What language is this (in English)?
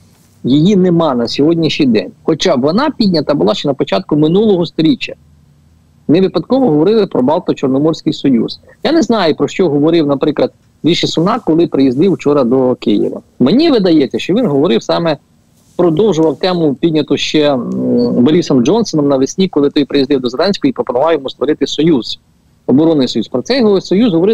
Ukrainian